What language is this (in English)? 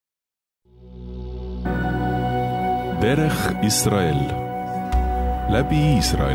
Estonian